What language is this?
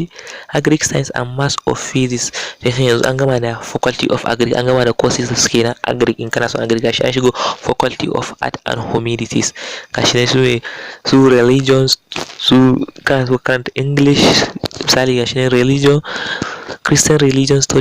Hausa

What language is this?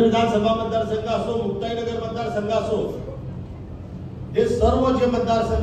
Marathi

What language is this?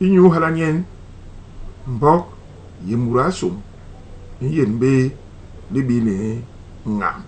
Basaa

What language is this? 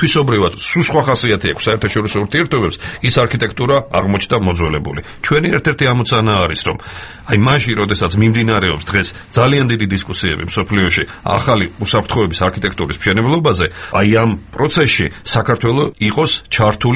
Georgian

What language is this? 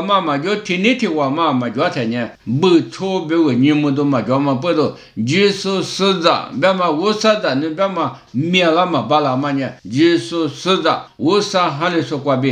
Lisu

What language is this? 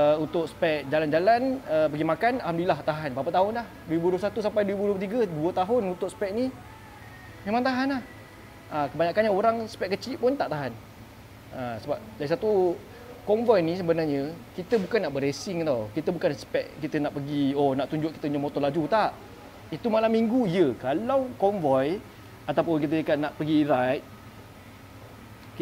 Malay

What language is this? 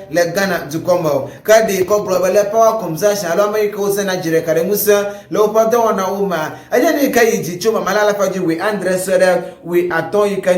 Ewe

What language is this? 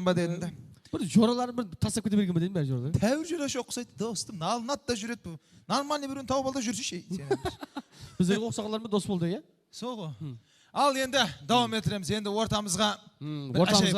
Kara-Kalpak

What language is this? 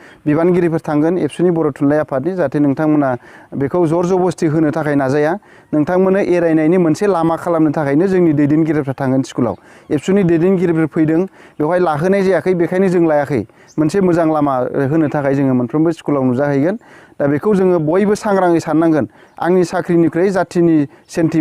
Bodo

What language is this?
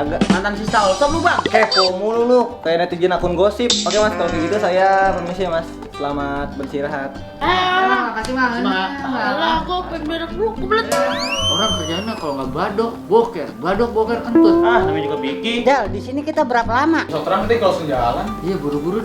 Betawi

